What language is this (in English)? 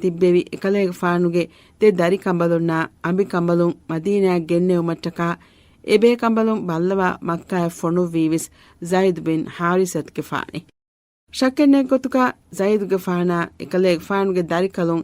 Divehi